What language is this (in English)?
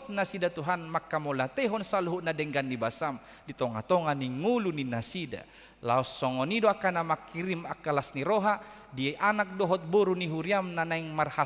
Batak Toba